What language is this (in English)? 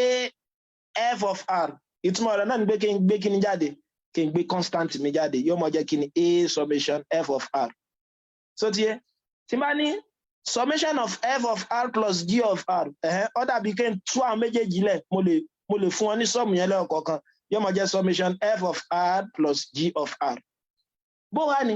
Yoruba